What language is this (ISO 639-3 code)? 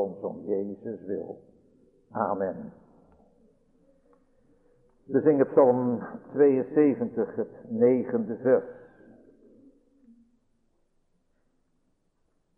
nld